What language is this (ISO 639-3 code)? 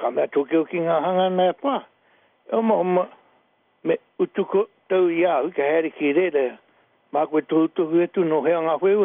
mri